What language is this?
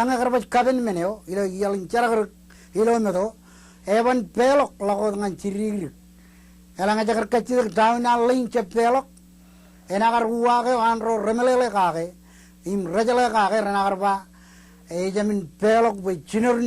Marshallese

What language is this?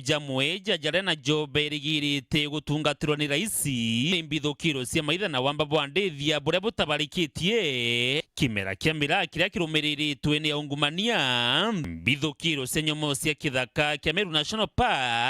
Meru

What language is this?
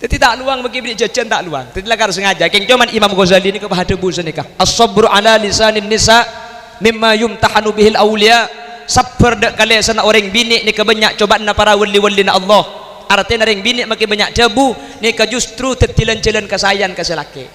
Madurese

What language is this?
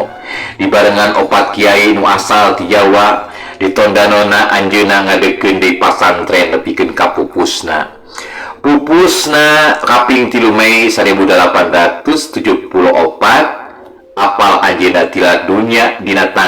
Sundanese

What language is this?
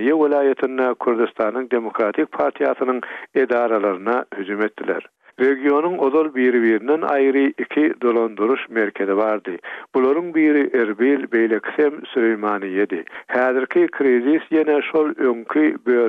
Turkmen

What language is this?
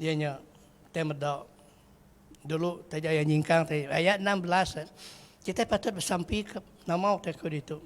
Iban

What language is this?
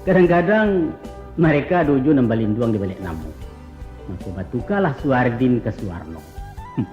Minangkabau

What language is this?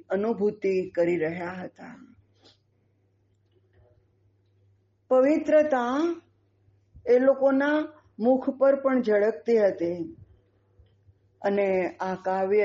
Gujarati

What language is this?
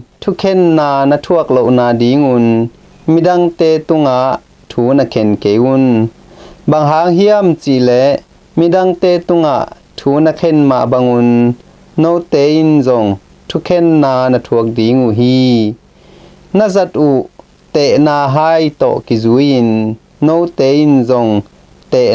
Tedim Chin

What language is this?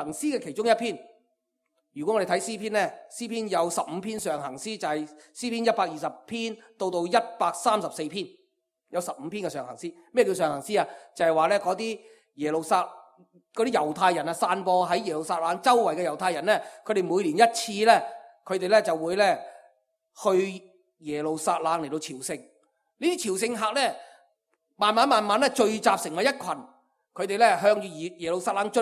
Cantonese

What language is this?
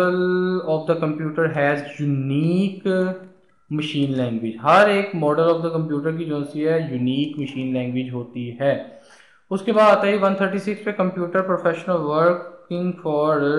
Hindi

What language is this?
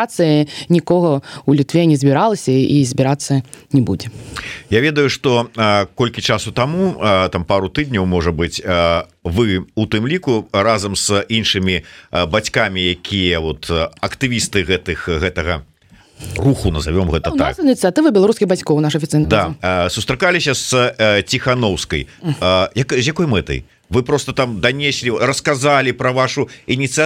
Belarusian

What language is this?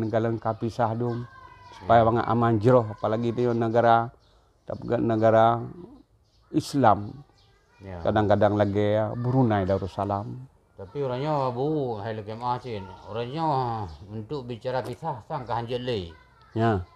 Achinese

